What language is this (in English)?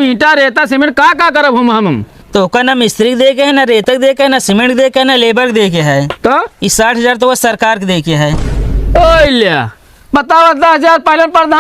Awadhi